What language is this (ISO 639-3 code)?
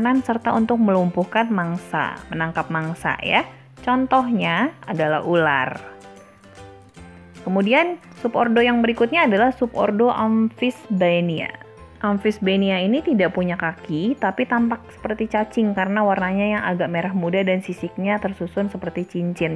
ind